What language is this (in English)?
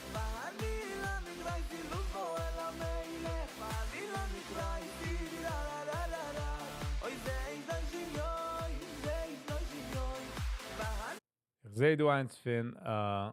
Yiddish